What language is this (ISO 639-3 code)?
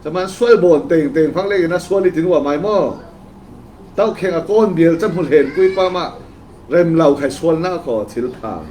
cfm